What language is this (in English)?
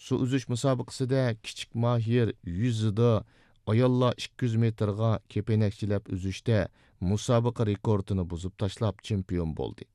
Uyghur